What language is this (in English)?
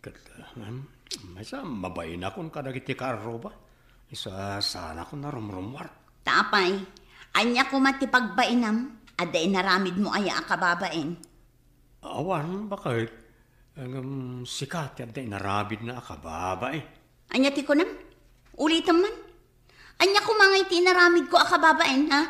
Iloko